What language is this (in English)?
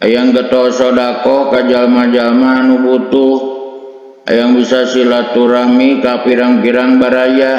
Sundanese